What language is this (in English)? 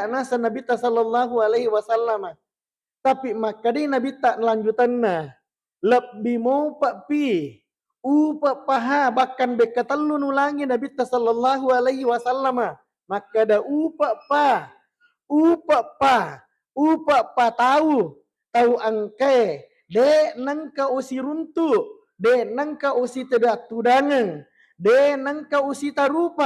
Buginese